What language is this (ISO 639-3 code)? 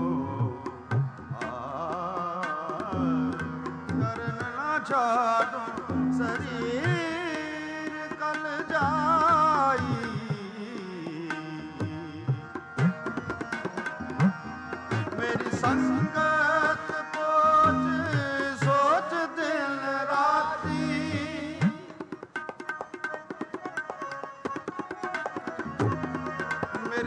pan